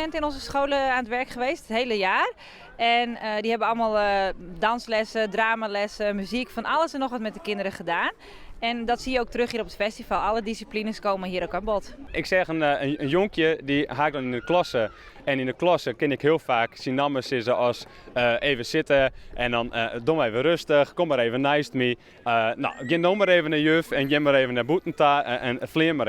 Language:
Western Frisian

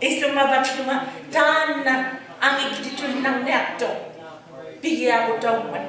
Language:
Inuktitut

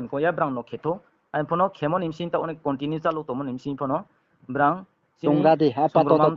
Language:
Riang (India)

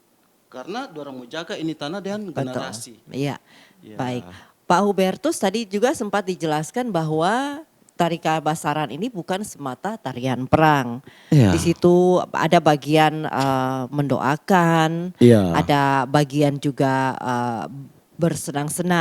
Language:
Manado Malay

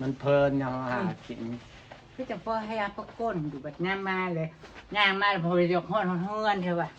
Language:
Northeastern Thai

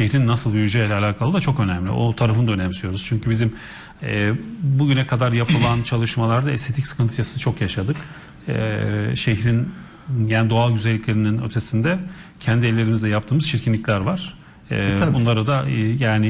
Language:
Turkish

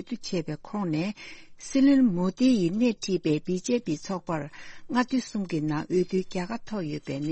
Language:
Tibetan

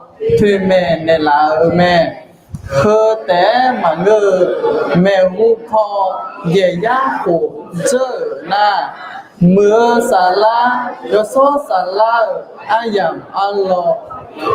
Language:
Akha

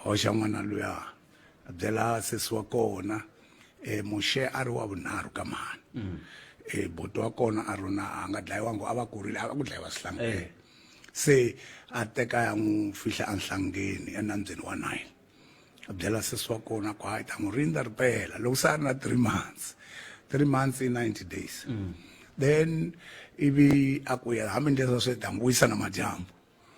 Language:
Tsonga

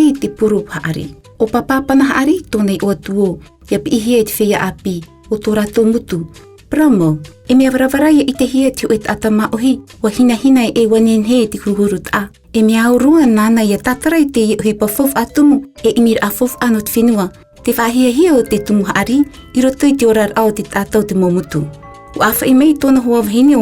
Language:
Tahitian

